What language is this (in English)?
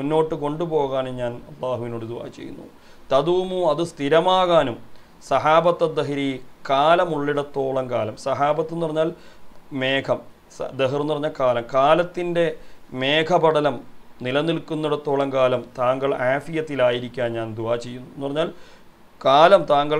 Malayalam